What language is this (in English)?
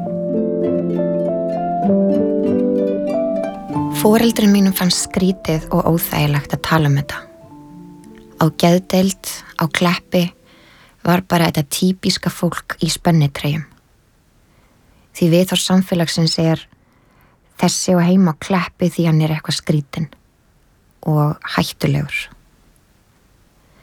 Icelandic